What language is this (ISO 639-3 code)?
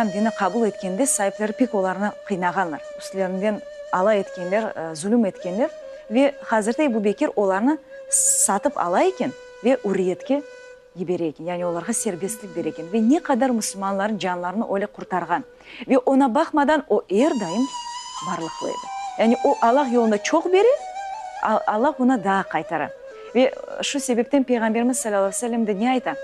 crh